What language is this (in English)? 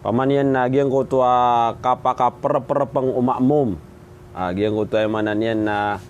Maranao